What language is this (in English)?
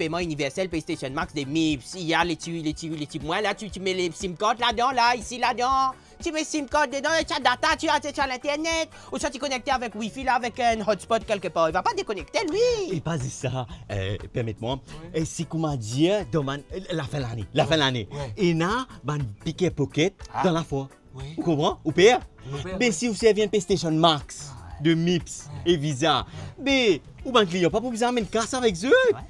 Morisyen